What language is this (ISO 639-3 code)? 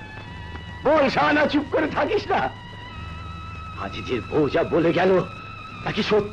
ben